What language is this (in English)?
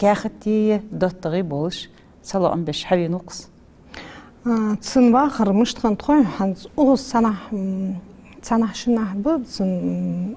Ingush